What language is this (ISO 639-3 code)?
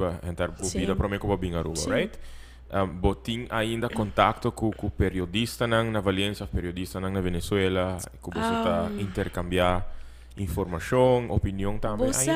pap